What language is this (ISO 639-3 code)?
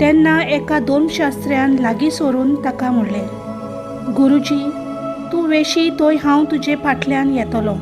kok